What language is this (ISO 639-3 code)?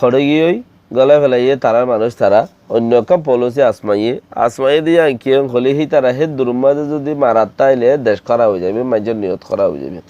rhg